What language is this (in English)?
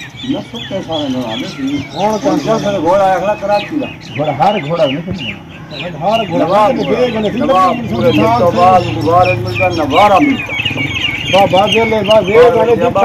Saraiki